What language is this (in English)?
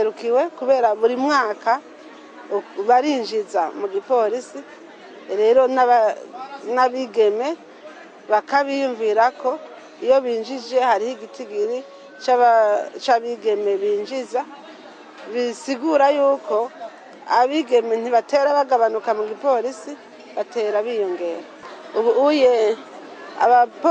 Rundi